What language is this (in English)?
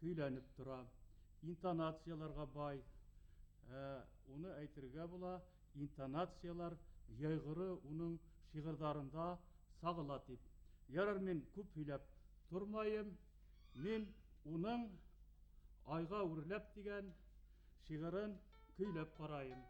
Bashkir